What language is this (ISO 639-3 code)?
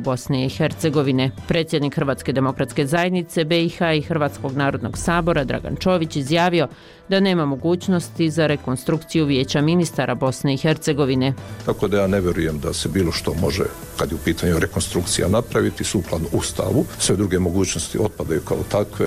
bos